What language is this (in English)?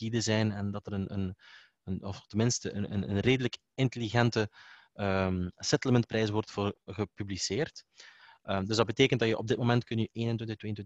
Dutch